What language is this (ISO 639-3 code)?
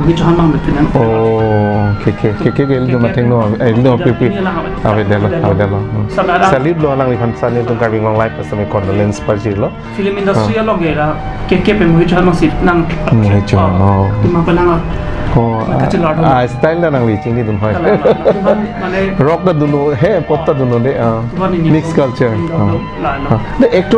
mjw